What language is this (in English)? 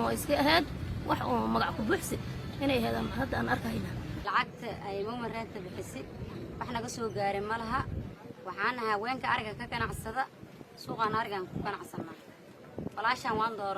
Somali